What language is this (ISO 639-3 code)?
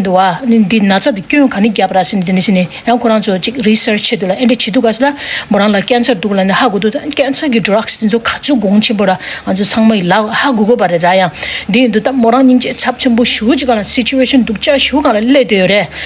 bod